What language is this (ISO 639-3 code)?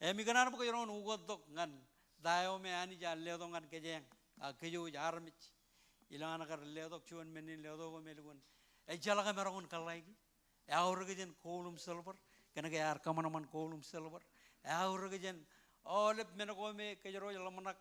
mah